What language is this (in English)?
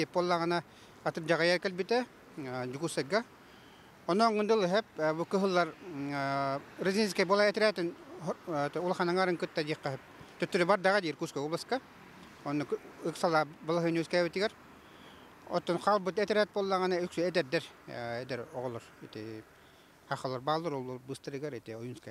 Yakut